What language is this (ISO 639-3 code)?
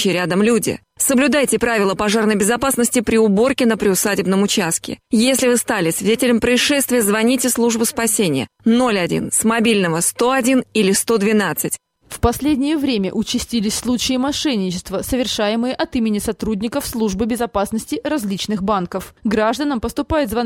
rus